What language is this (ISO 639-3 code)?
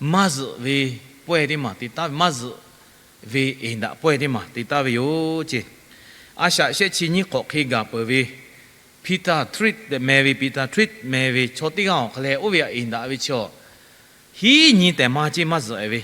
lhu